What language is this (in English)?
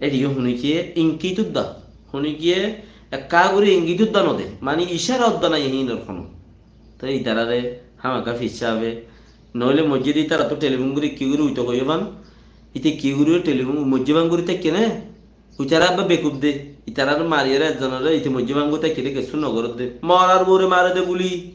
Rohingya